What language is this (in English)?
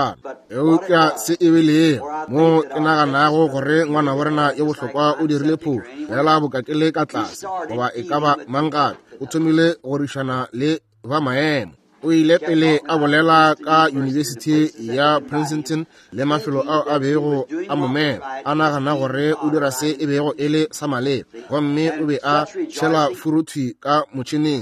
Northern Sotho